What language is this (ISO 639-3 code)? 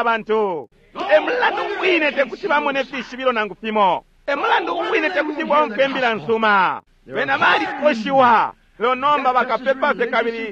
bem